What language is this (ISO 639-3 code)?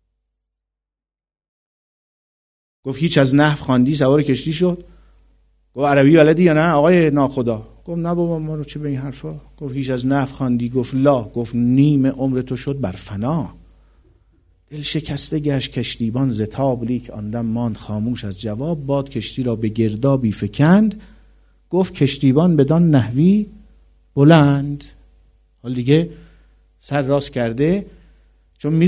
fas